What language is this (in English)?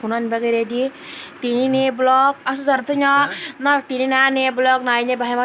Kok Borok